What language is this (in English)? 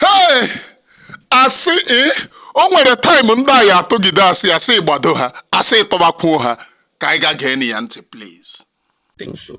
Igbo